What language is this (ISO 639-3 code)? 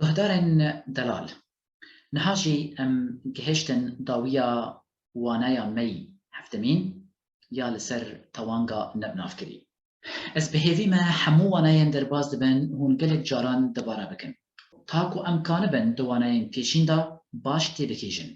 kur